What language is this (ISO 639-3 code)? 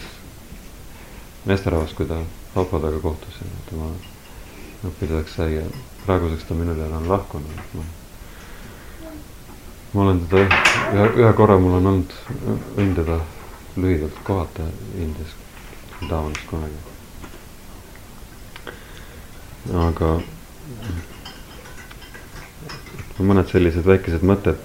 est